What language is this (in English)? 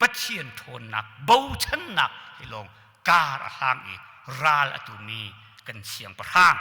Hakha Chin